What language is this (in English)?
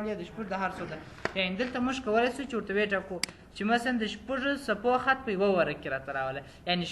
Pashto